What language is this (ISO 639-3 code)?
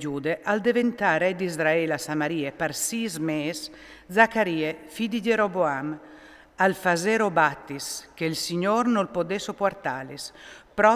fur